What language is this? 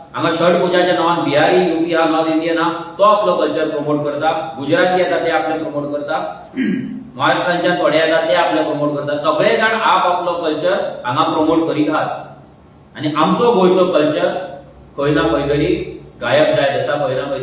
Konkani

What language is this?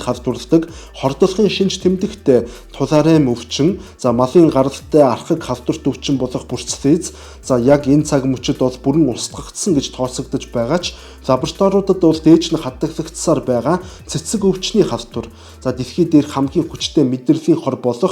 Mongolian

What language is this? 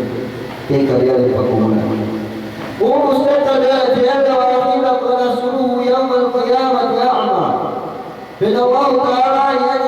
Yakan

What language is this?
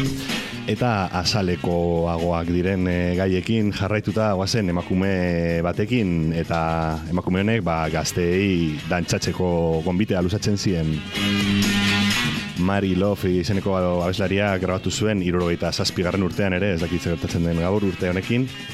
Basque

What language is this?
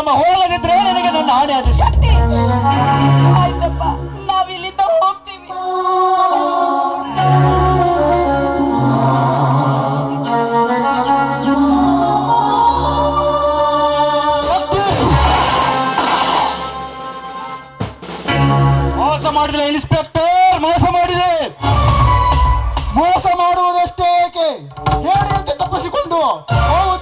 Kannada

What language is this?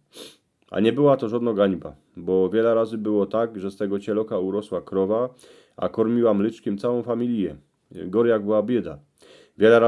Silesian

